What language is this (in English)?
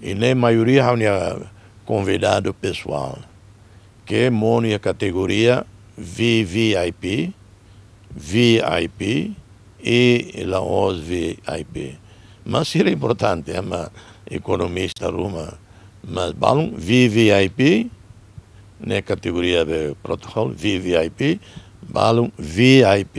Tetum